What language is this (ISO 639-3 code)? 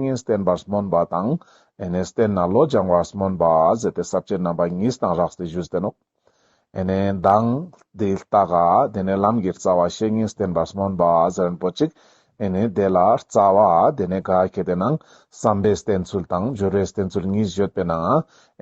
lbj